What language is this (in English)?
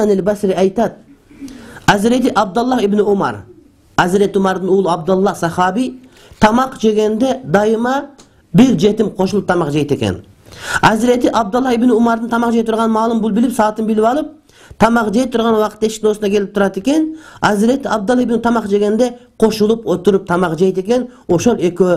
Kyrgyz